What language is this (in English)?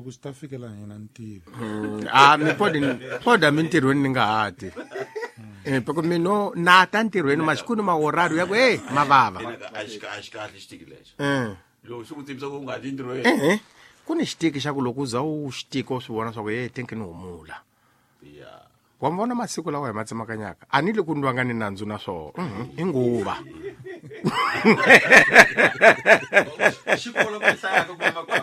Tsonga